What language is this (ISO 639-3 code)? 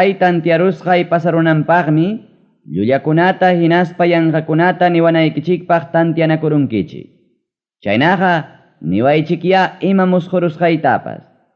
quy